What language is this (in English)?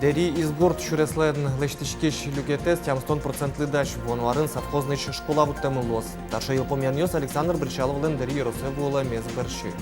Udmurt